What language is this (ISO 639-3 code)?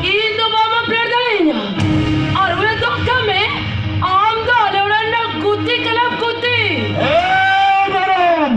sat